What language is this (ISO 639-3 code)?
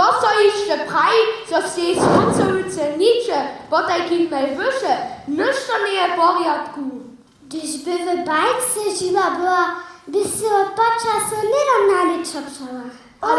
hsb